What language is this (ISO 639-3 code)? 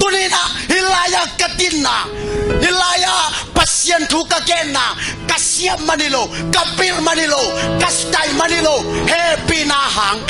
ctd